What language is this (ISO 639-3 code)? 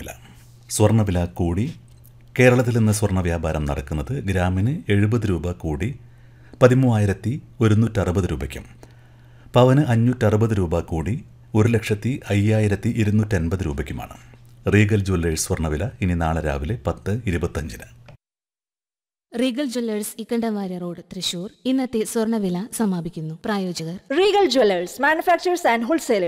mal